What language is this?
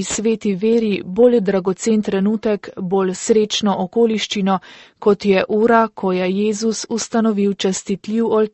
Slovenian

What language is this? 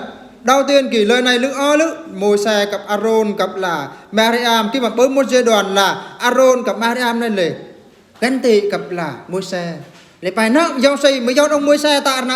Eastern Bru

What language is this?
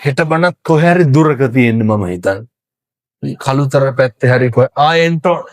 Sinhala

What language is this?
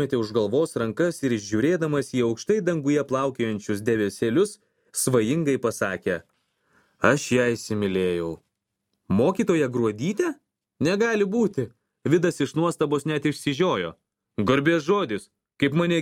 Lithuanian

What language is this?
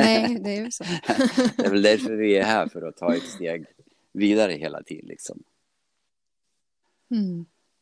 Swedish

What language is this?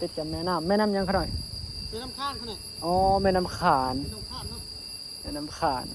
Northeastern Thai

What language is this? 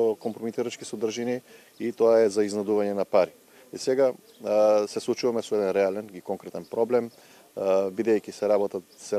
Macedonian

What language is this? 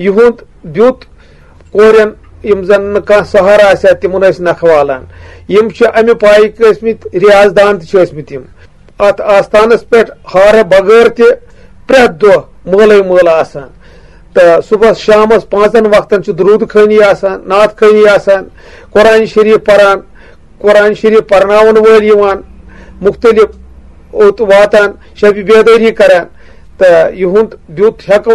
Kashmiri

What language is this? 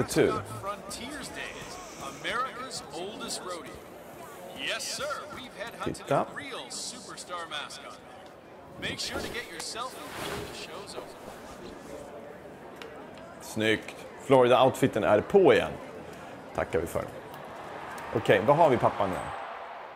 Swedish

